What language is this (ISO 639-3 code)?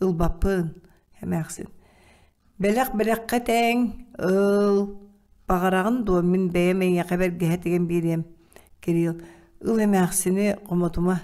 sah